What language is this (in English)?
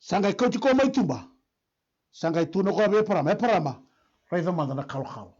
Fijian